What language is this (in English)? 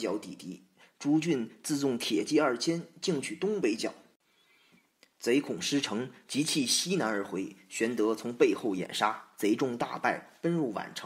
Chinese